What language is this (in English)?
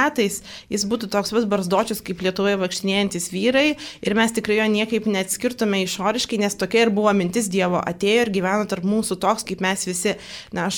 Lithuanian